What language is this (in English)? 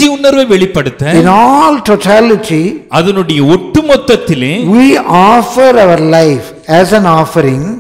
Tamil